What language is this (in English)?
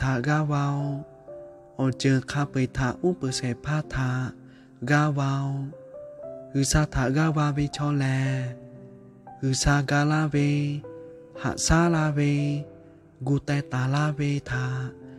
Lahu